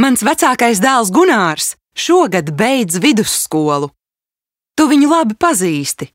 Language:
Latvian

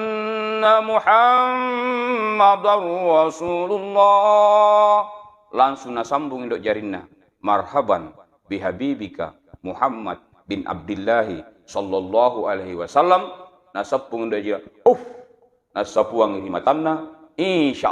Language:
Buginese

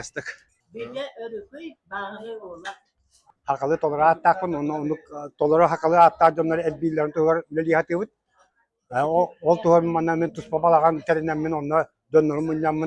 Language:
Yakut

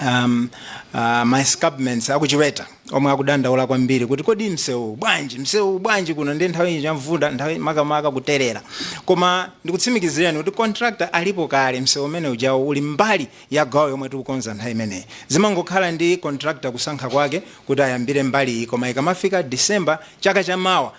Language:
Nyanja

